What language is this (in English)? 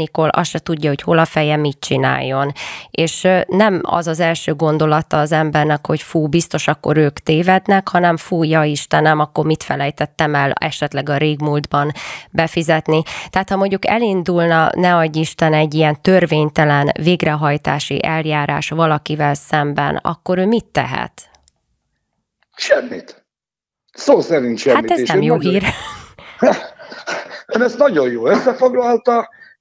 Hungarian